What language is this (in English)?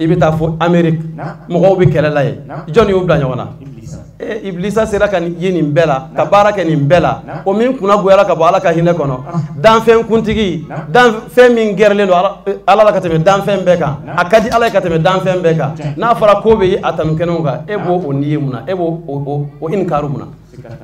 Bambara